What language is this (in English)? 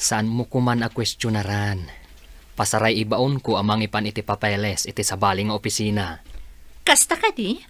Iloko